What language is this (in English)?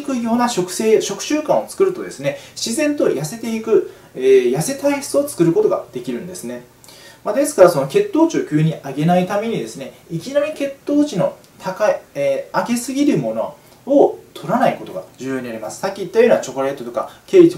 Japanese